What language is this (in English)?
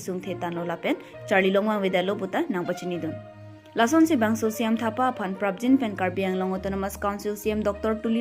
Karbi